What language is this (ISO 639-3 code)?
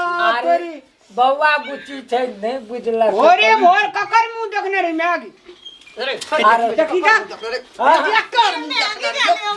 mai